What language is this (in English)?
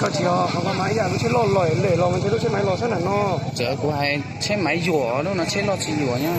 Hmong